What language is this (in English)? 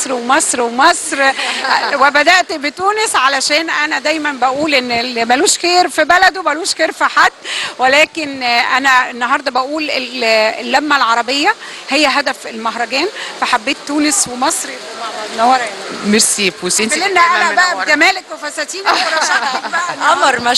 Egyptian Arabic